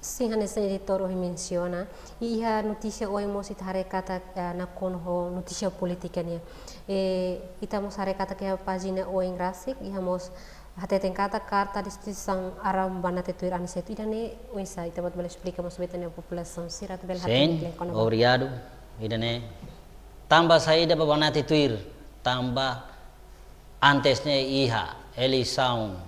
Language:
Tetum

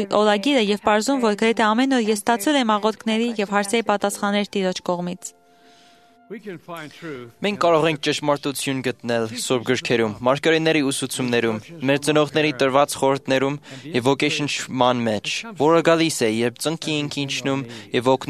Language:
Armenian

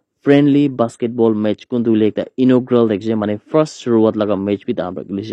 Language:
Naga Pidgin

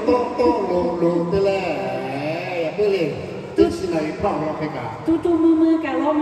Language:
Lahu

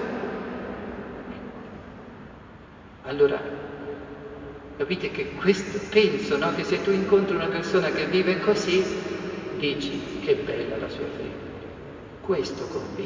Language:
Italian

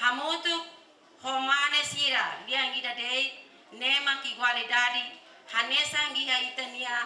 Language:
Tetum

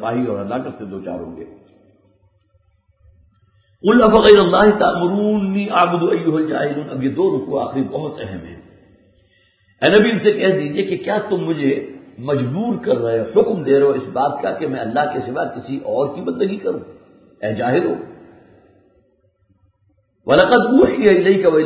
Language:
Urdu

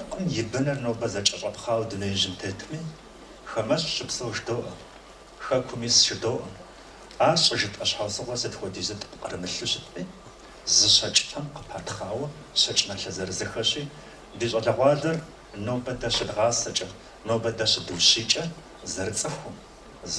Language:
Kabardian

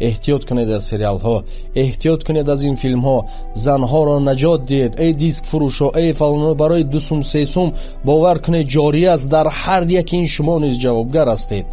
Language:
Tajik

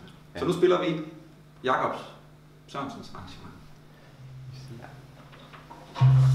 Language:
Danish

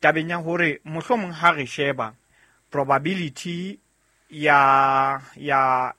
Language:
Southern Sotho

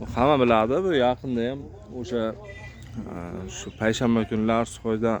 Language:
Uzbek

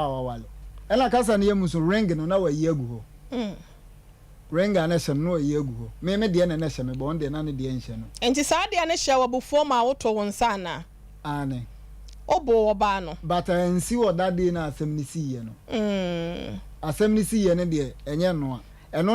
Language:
Akan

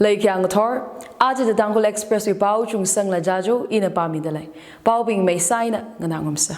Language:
Tangkhul Naga (India)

